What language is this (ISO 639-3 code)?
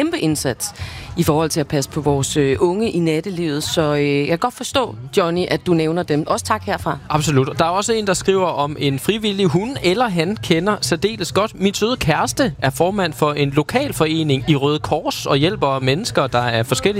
dan